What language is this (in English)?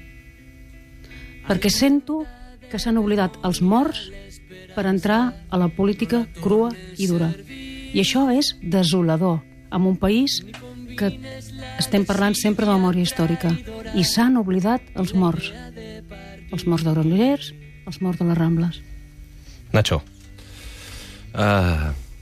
Catalan